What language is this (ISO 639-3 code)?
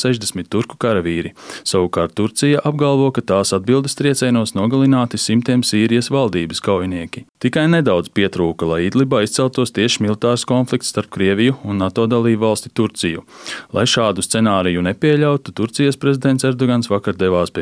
lav